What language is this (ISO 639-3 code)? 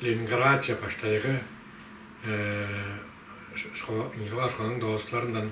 tyv